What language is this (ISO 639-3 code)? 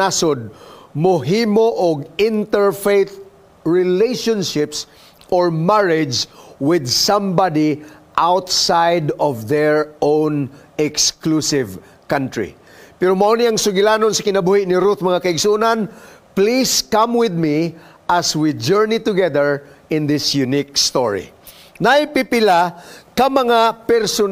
ceb